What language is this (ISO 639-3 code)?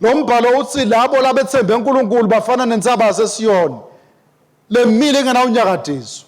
ssw